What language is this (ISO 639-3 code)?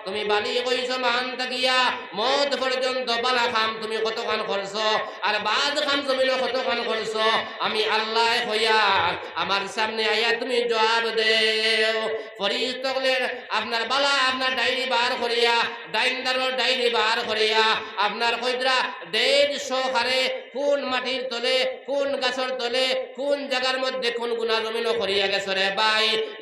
syl